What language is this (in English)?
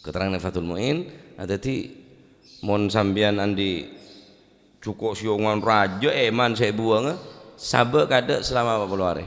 Madurese